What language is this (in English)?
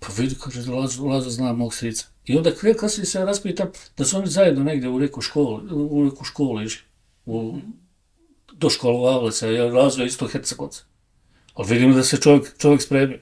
Bosnian